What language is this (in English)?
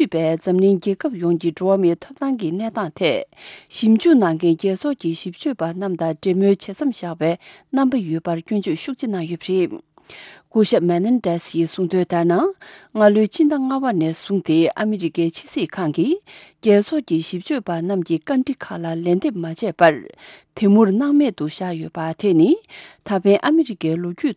Tibetan